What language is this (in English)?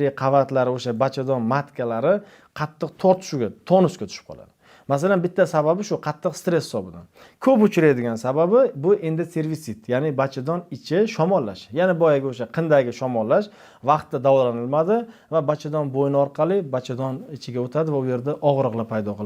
Uzbek